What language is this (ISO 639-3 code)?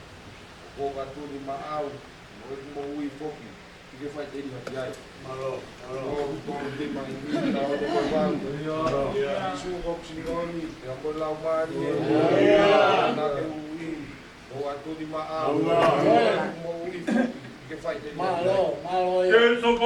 ton